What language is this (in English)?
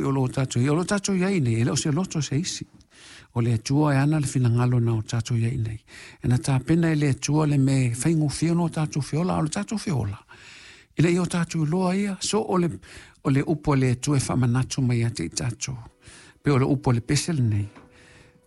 Samoan